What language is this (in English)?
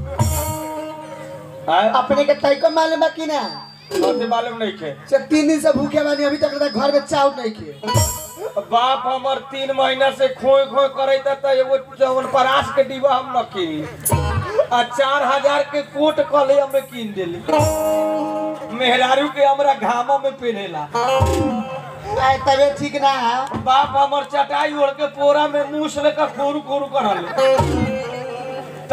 Bhojpuri